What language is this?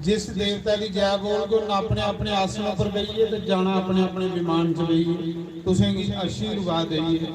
Dogri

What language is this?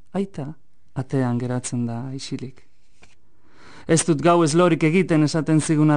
Basque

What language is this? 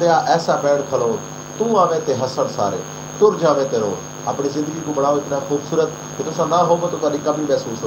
Saraiki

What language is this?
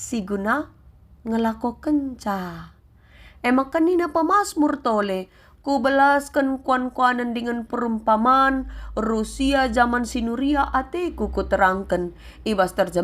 Batak Karo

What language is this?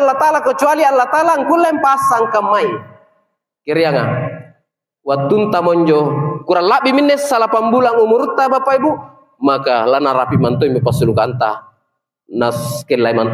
Makasar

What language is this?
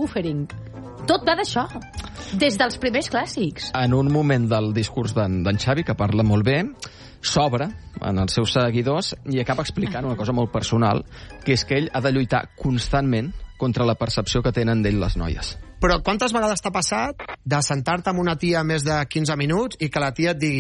Catalan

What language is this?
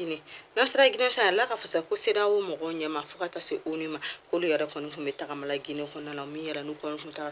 Bambara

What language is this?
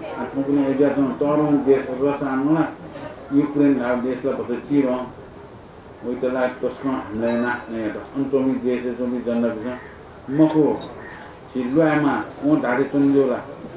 Newari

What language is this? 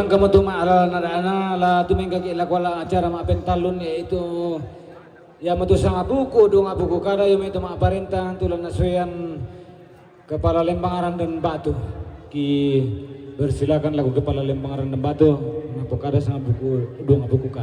Toraja-Sa'dan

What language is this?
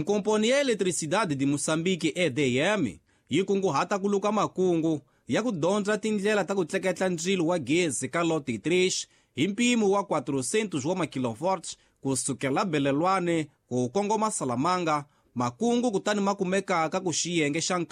Tsonga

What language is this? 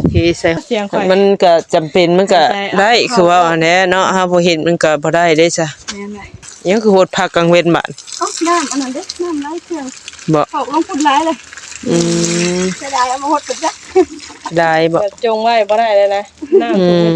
Northeastern Thai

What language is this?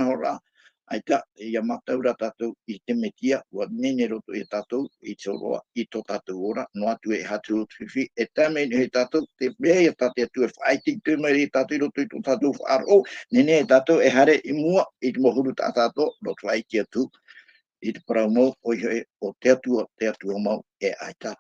Tahitian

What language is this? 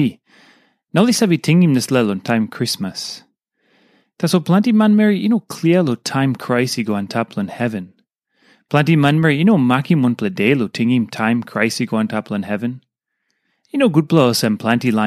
Tok Pisin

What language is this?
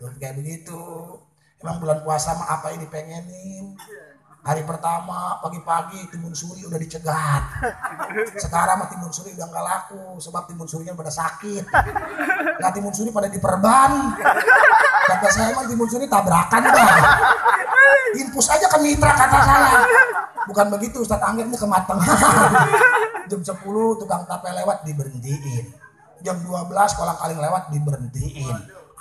Indonesian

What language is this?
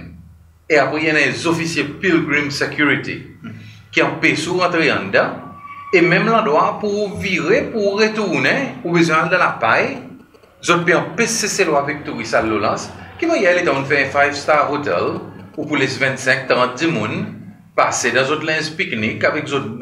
Seselwa Creole French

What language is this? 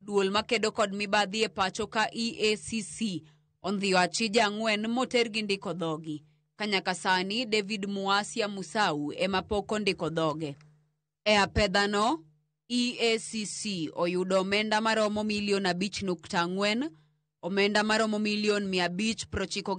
Luo (Kenya and Tanzania)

